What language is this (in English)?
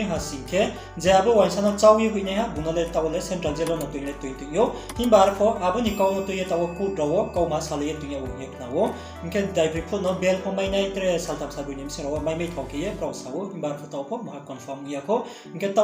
Riang (India)